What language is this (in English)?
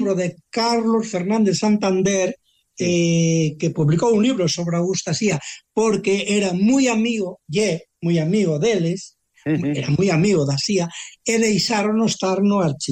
Galician